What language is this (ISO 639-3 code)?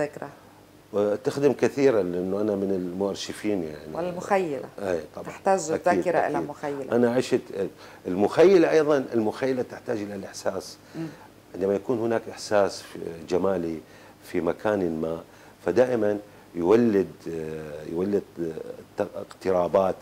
apc